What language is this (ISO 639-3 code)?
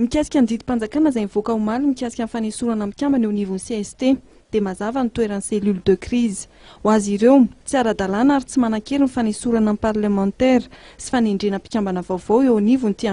mlg